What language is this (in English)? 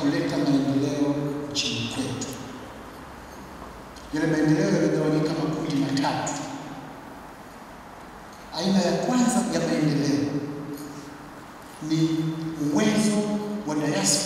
Swahili